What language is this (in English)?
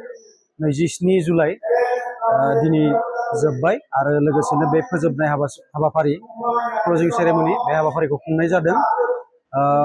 Bodo